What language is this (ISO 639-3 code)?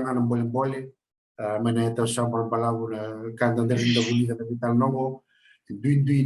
fij